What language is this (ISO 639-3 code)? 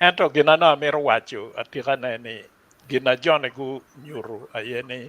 ach